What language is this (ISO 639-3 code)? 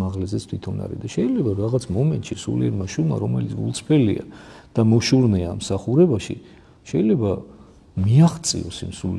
kat